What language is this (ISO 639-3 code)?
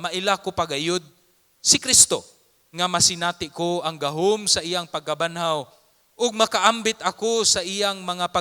ceb